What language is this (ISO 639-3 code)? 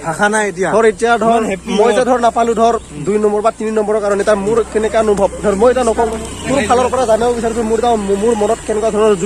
asm